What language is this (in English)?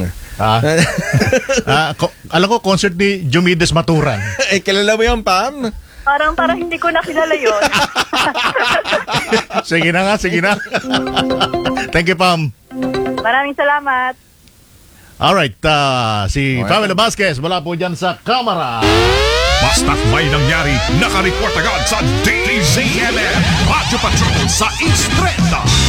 Filipino